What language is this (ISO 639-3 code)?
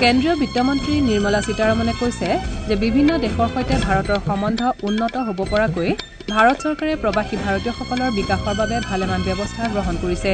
asm